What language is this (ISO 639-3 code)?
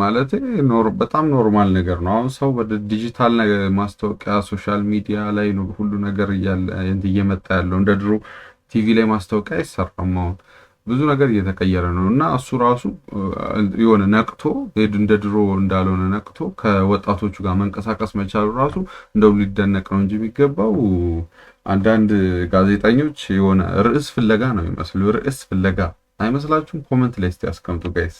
amh